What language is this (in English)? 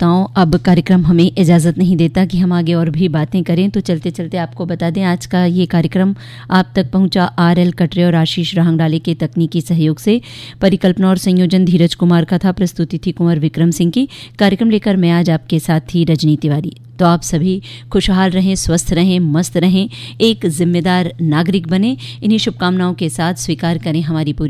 Hindi